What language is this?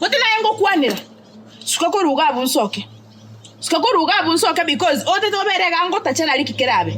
Gusii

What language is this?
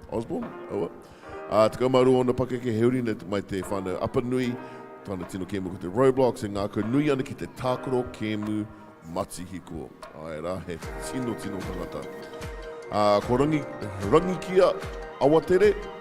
Māori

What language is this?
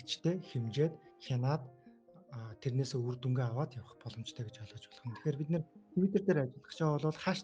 Mongolian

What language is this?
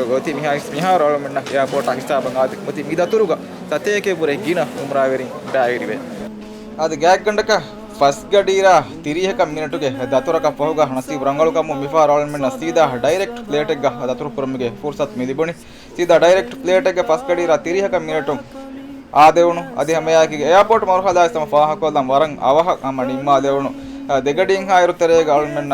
Divehi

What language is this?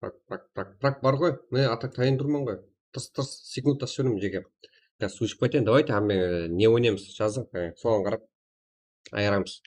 Kara-Kalpak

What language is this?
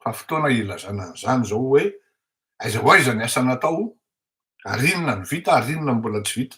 Malagasy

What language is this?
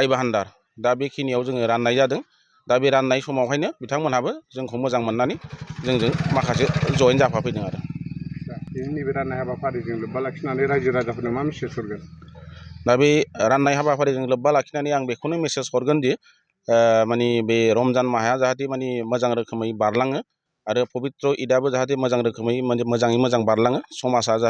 Bodo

